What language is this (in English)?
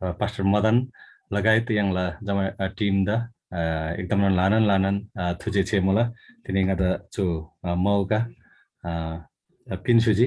Eastern Tamang